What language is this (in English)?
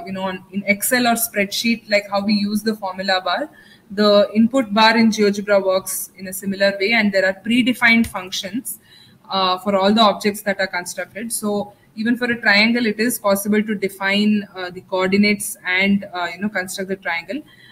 English